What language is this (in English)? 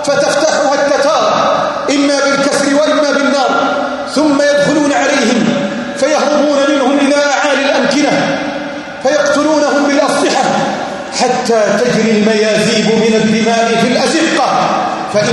Arabic